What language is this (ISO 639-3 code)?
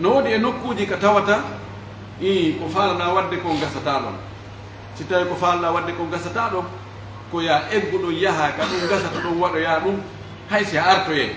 fuf